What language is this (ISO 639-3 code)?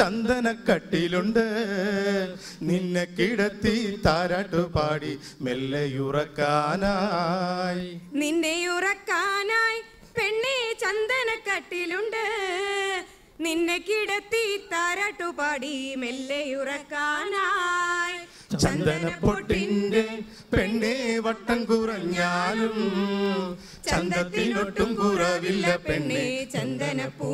mal